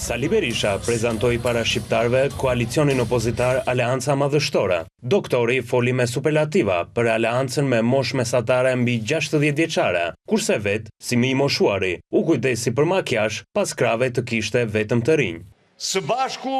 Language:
Albanian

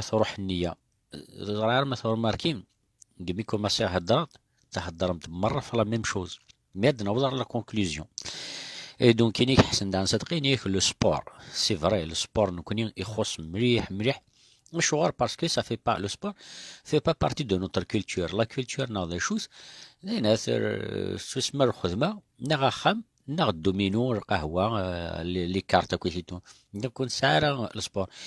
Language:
Kabyle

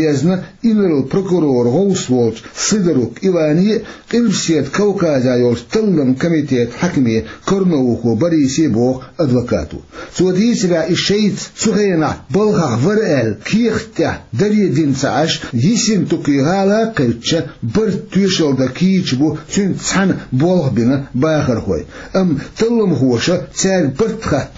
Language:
Chechen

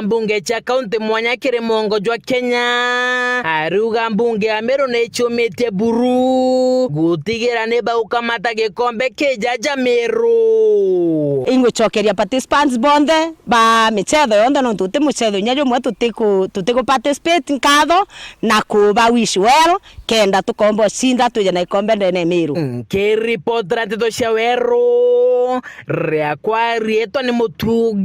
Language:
Meru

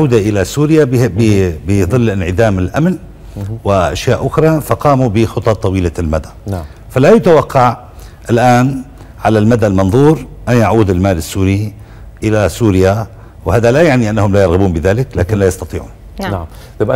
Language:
Arabic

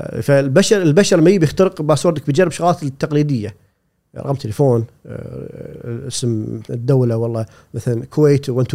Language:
Gulf Arabic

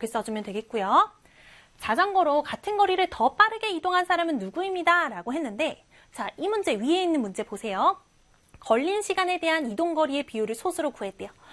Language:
Korean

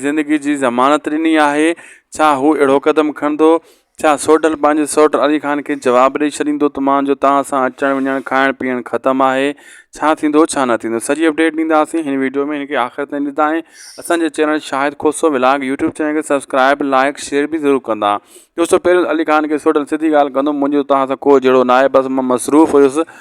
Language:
Sindhi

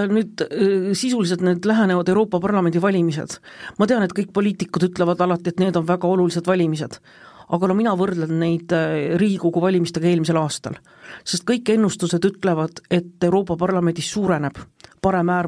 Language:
Estonian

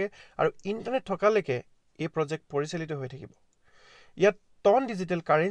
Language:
Assamese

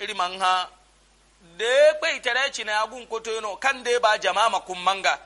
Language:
Yoruba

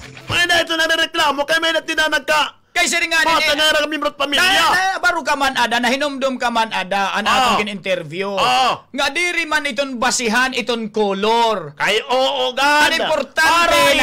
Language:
Waray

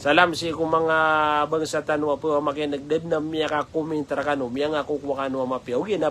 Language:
Maranao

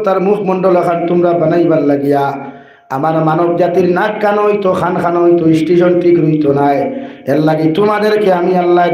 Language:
Sylheti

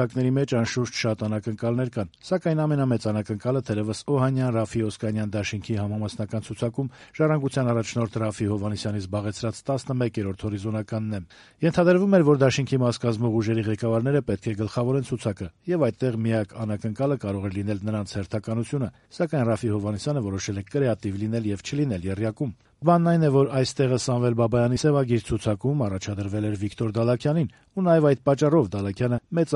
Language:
Armenian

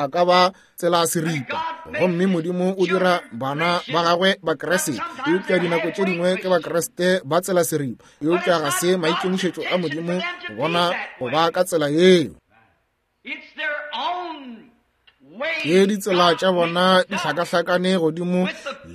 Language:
Northern Sotho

